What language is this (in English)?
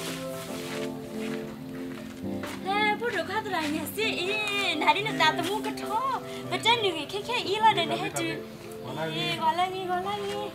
S'gaw Karen